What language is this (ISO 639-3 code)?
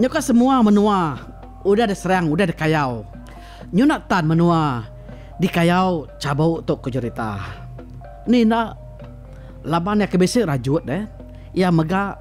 iba